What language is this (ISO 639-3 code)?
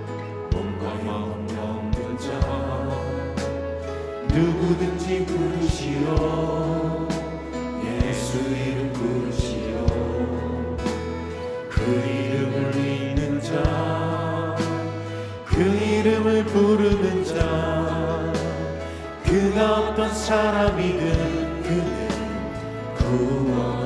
kor